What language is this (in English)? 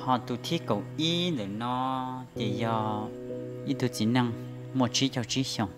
Hmong